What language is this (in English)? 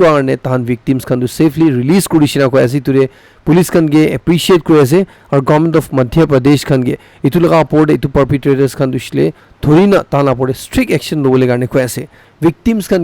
Naga Pidgin